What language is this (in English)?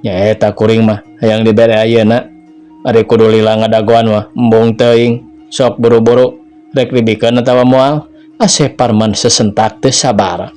Sundanese